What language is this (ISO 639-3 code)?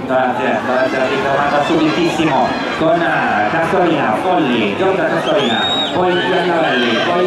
ita